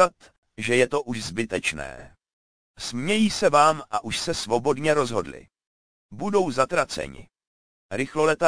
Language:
Czech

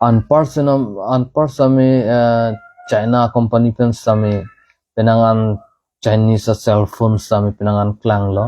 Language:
Karbi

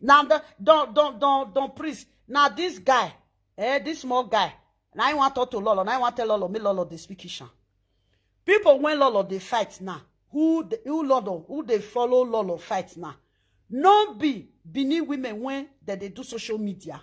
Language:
Nigerian Pidgin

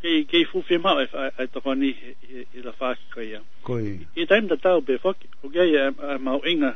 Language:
Tongan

